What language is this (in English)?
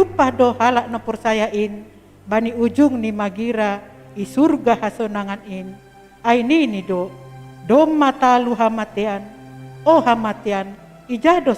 Batak Simalungun